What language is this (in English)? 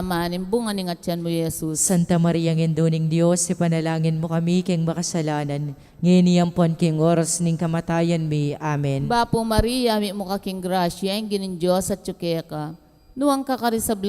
Pampanga